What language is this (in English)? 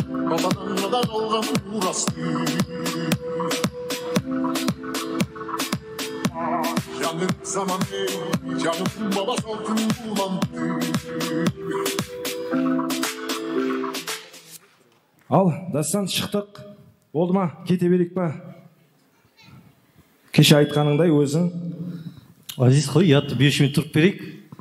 Kazakh